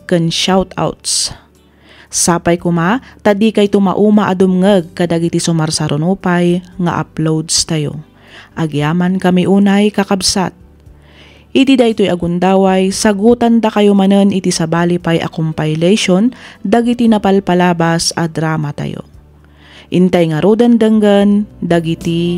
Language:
Iloko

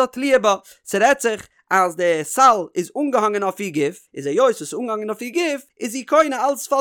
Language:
Yiddish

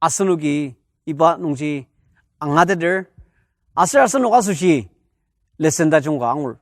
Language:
Ao Naga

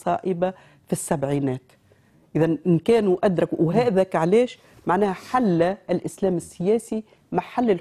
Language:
Tunisian Arabic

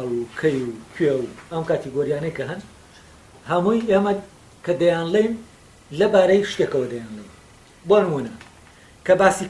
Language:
Central Kurdish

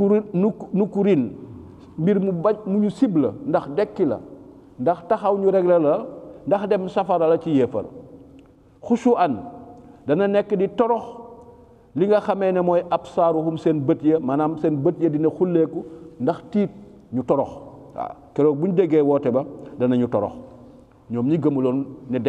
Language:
Wolof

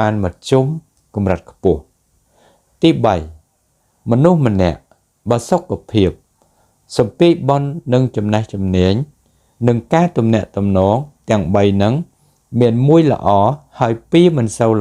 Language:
Khmer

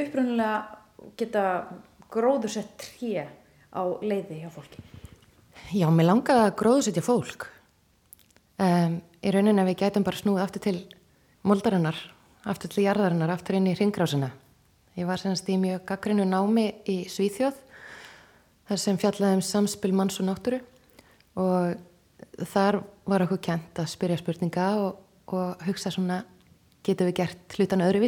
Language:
Icelandic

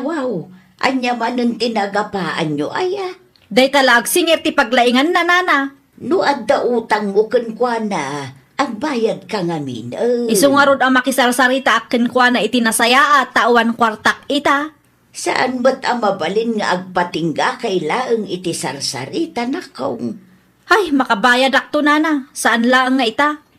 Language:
Iloko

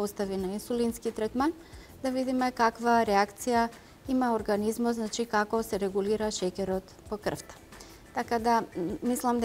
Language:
Macedonian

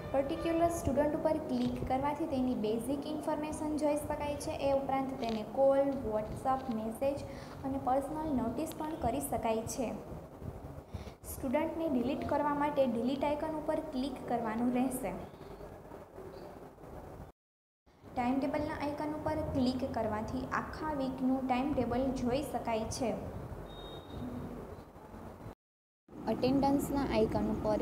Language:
Gujarati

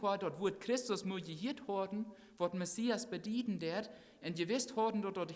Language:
Plautdietsch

